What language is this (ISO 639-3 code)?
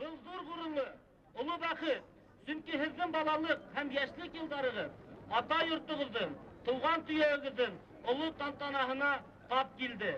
bak